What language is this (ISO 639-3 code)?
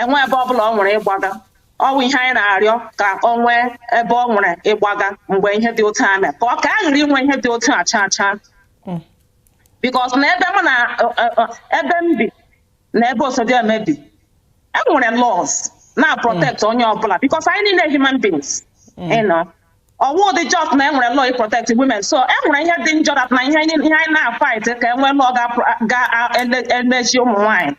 ibo